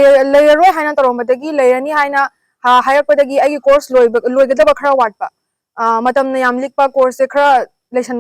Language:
Manipuri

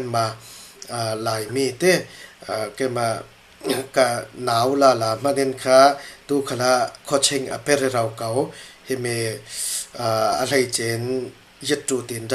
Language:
Falam Chin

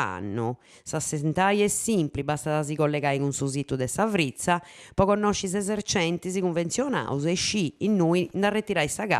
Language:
Sardinian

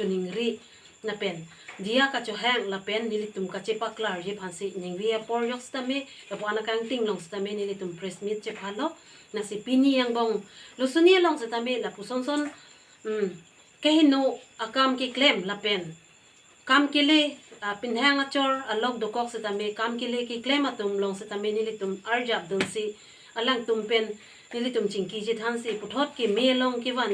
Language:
Karbi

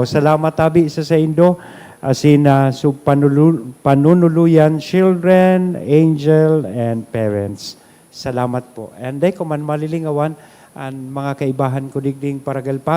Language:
Bikol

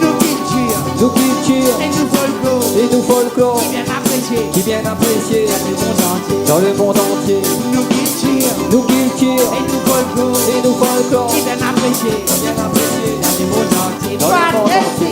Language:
Réunion Creole French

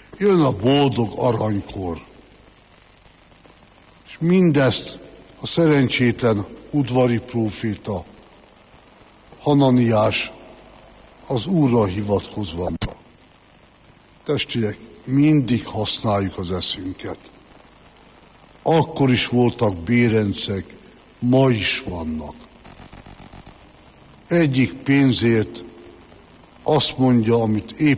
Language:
Hungarian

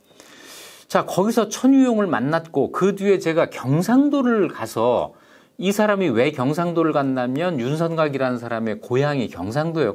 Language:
Korean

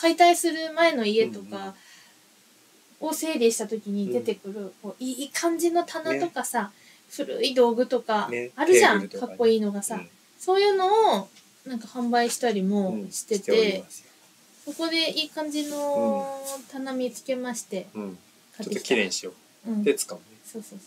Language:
Japanese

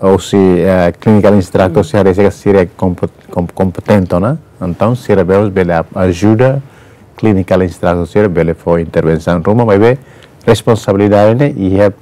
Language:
Tetum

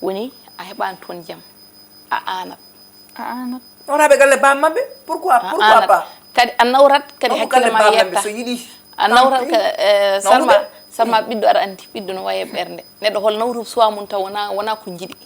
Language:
Fula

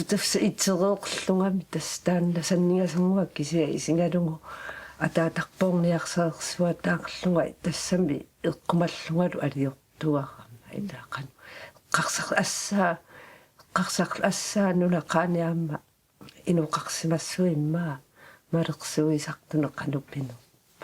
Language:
Kalaallisut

